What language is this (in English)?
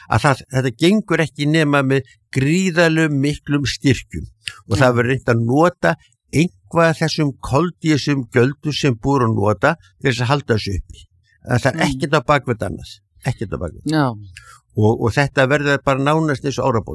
Icelandic